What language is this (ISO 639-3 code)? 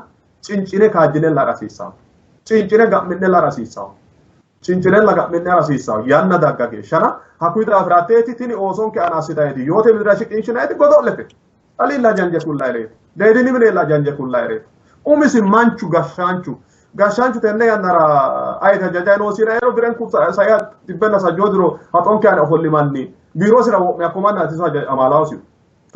sid